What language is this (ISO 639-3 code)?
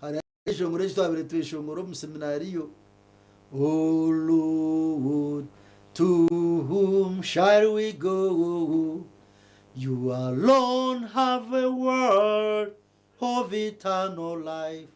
nyn